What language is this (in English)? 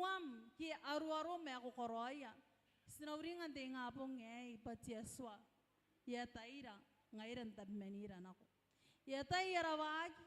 Gilbertese